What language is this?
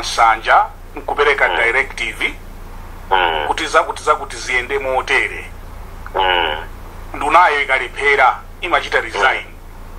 Nyanja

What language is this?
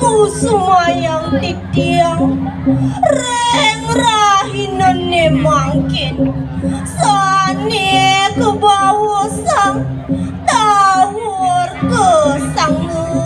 Balinese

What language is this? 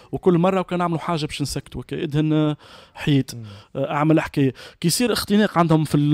Tunisian Arabic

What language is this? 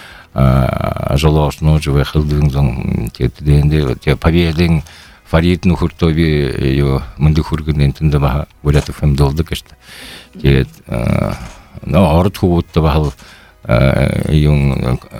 Buriat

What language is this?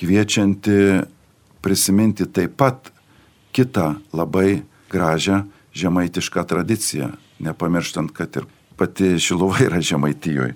Lithuanian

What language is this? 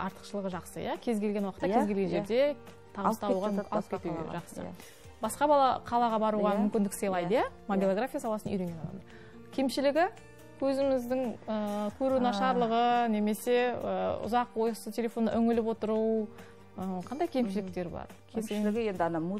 Kazakh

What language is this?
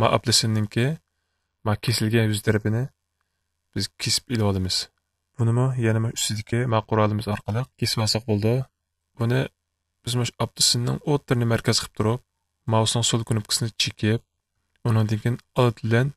Uyghur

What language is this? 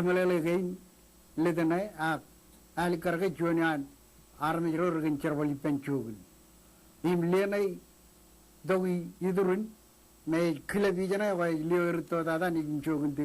Marshallese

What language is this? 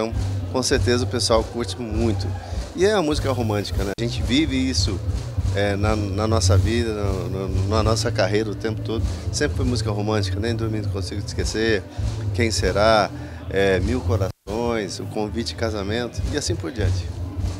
Portuguese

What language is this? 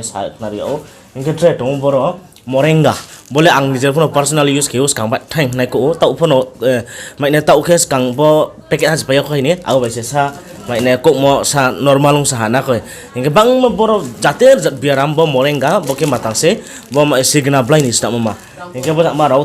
Riang (India)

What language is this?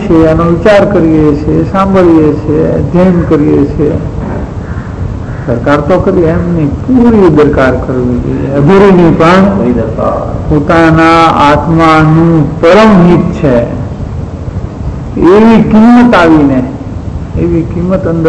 Gujarati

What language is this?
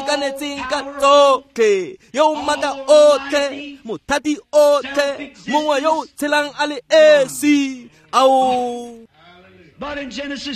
Tswana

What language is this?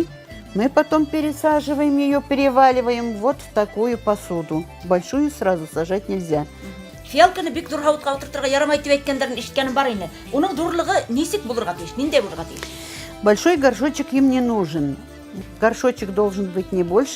Bashkir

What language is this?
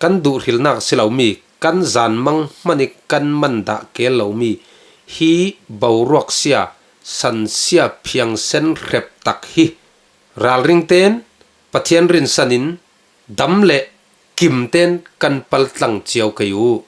Falam Chin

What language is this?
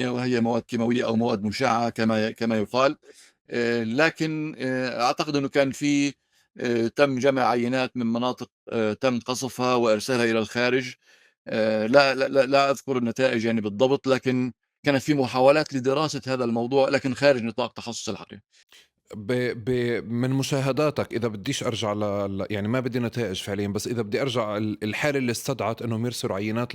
North Levantine Arabic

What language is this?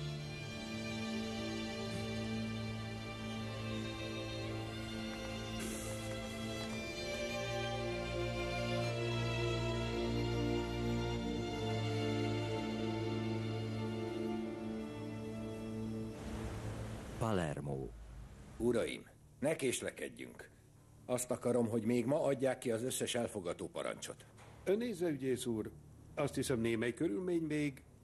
Hungarian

